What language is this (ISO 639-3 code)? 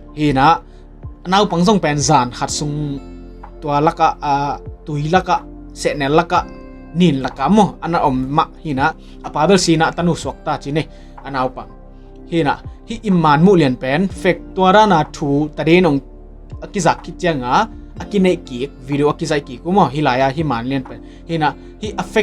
ctd